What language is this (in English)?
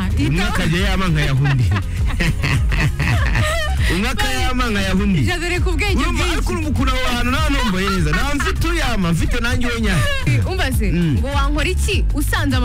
Kinyarwanda